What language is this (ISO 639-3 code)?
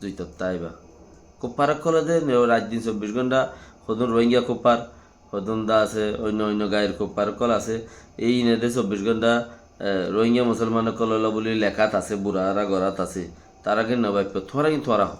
rhg